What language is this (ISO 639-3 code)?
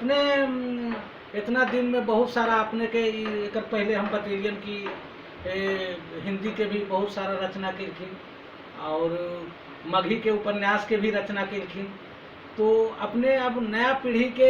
mag